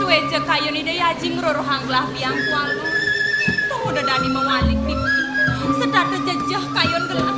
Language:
Balinese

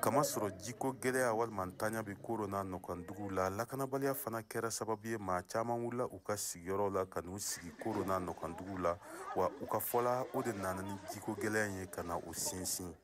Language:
Bambara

